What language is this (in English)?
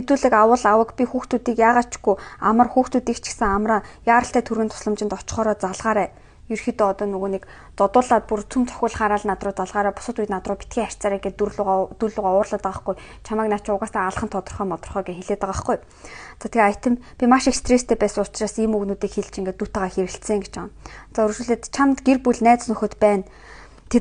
Mongolian